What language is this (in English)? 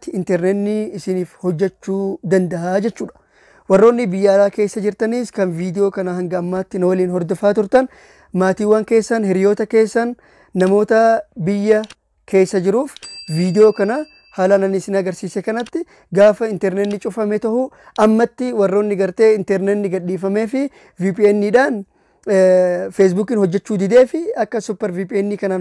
Oromo